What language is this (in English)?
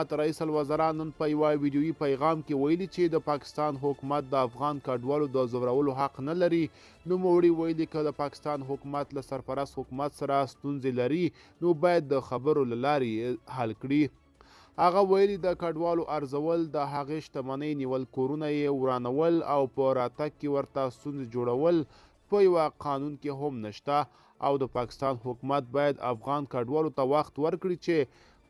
Pashto